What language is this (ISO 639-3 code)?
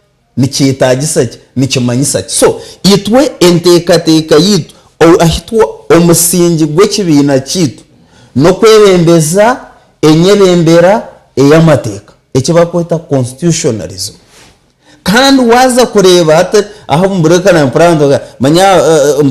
nyn